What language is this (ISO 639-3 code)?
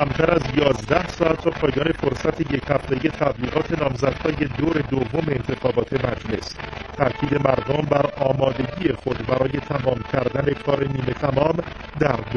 fas